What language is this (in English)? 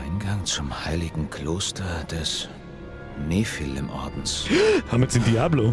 Bavarian